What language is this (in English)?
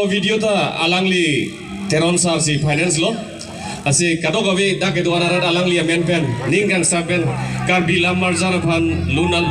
Karbi